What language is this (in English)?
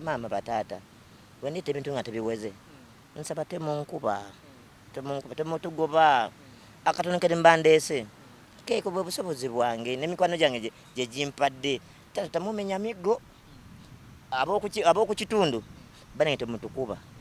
Ganda